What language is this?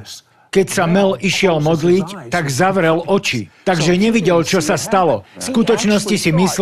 Slovak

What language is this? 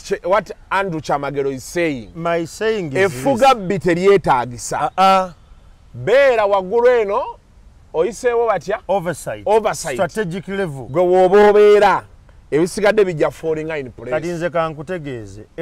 Ganda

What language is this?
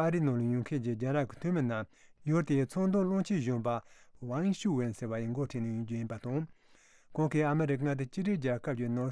Tibetan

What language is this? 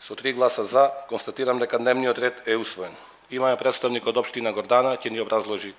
Macedonian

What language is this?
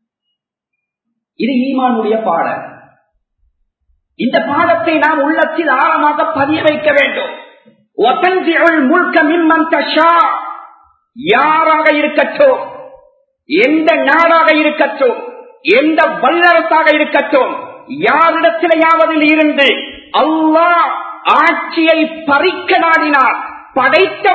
Tamil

